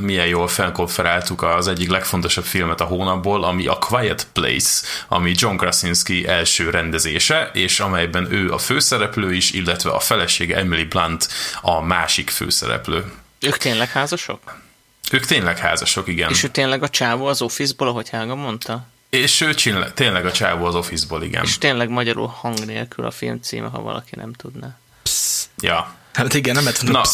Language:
Hungarian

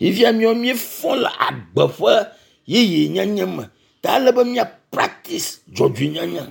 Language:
Ewe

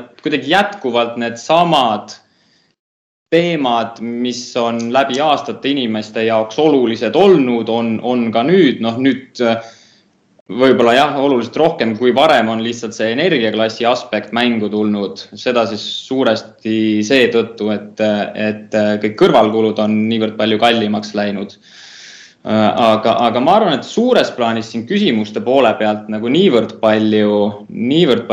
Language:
Estonian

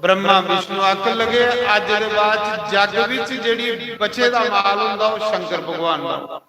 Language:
Dogri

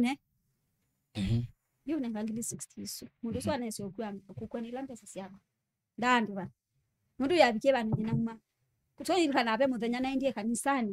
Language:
Kamba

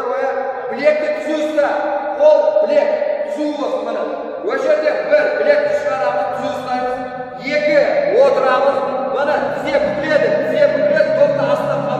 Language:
Kazakh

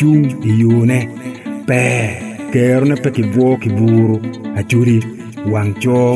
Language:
Acoli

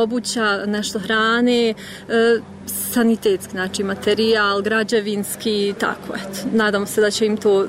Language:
Croatian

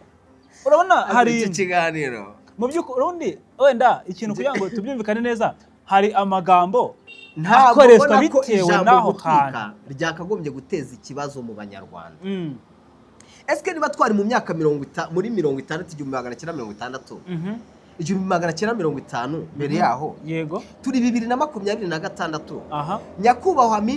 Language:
Kinyarwanda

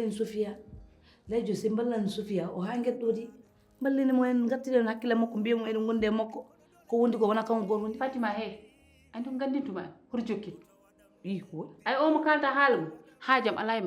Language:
Fula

